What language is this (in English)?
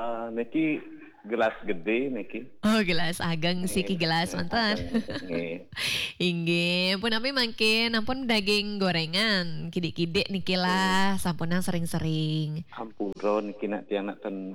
Balinese